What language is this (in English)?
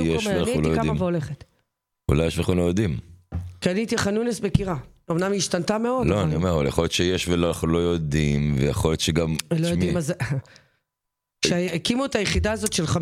Hebrew